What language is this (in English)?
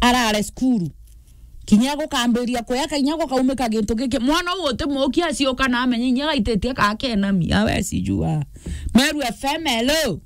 Meru